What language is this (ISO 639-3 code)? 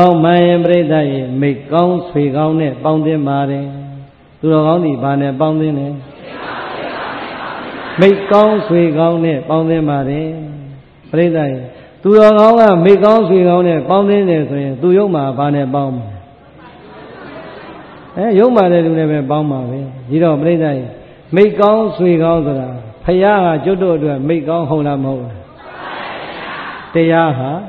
mya